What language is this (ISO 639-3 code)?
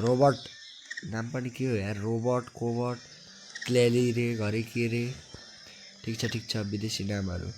nep